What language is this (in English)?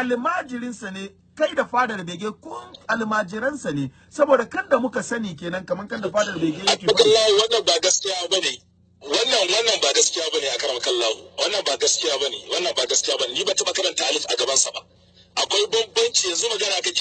Hausa